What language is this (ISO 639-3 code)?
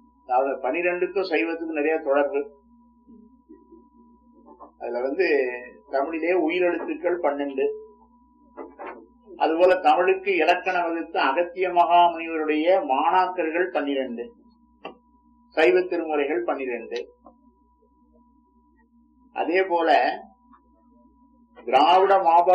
tam